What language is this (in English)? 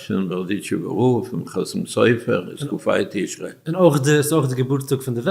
Yiddish